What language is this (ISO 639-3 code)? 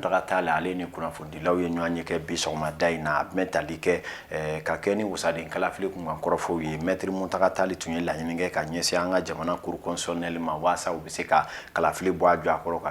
bam